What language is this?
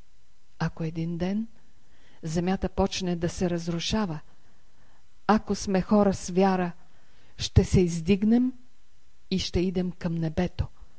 Bulgarian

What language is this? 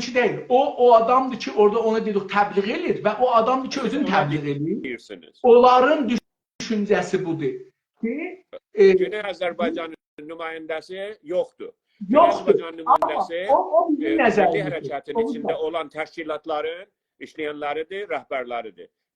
South Azerbaijani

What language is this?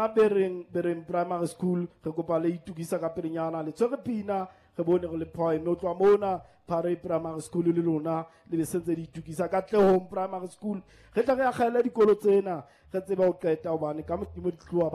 Southern Sotho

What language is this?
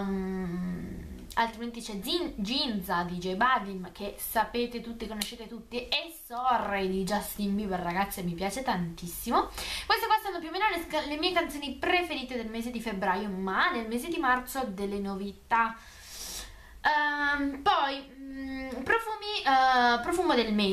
Italian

